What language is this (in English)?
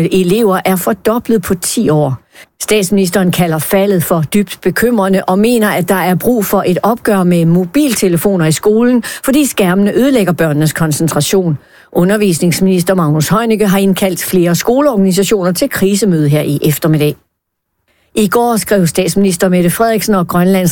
Danish